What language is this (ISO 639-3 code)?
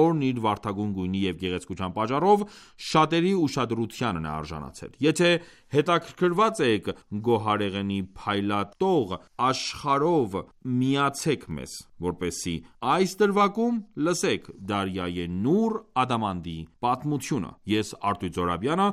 hye